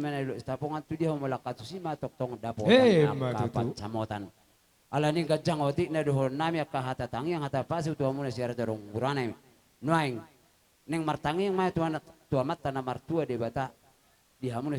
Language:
Batak Toba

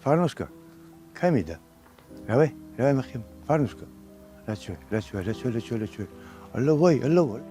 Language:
Ossetic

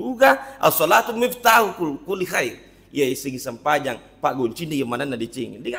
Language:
Buginese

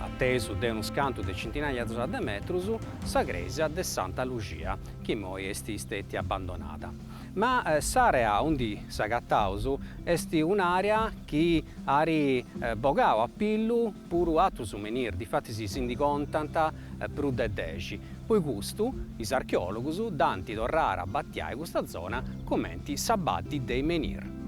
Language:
Sardinian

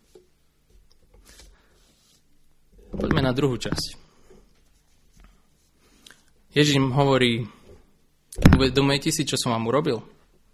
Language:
Slovak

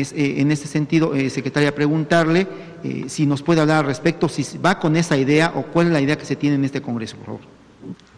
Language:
Spanish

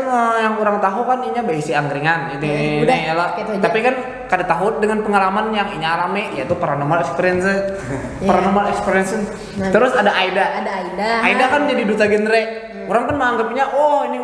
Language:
Banjar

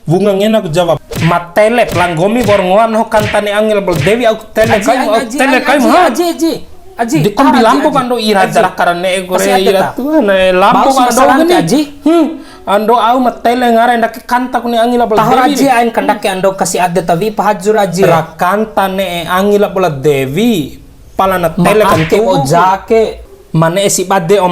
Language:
Bima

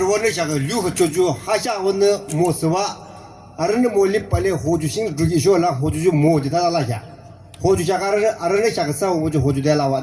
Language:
Yimchungru Naga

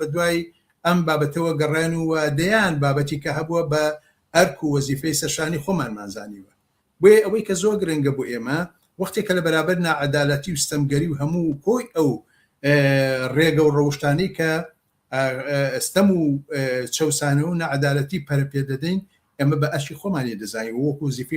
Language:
Central Kurdish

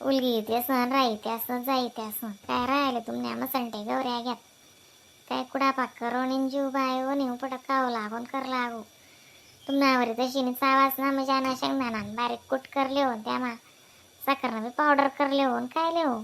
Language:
Khandesi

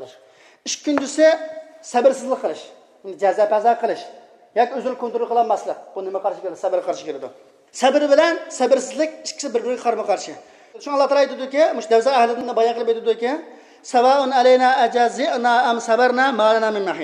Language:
Uyghur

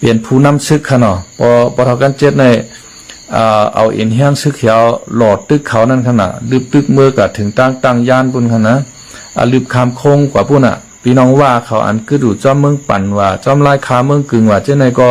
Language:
Shan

